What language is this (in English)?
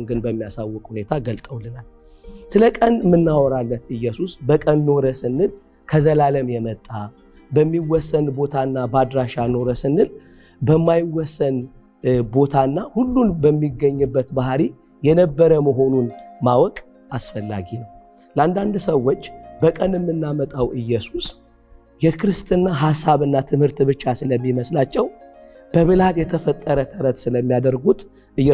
Amharic